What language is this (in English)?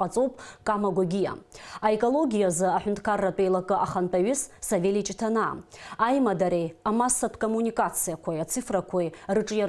Abkhazian